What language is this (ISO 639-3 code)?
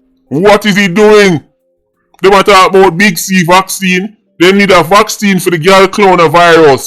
jam